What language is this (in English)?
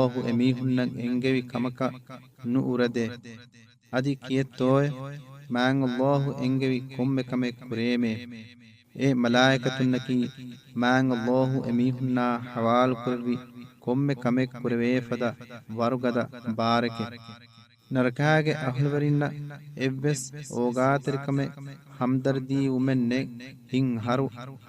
Divehi